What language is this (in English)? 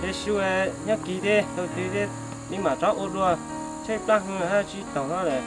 Hmong